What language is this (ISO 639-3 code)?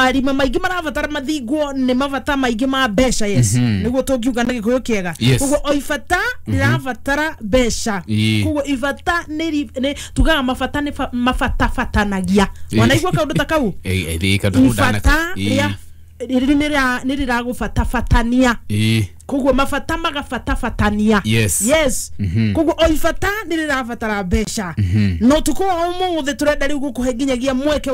kik